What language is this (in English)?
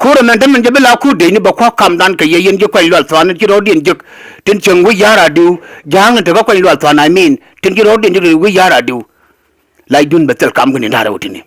Nuer